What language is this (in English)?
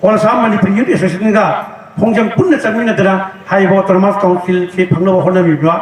Manipuri